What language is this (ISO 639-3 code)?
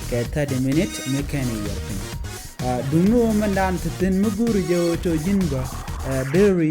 nus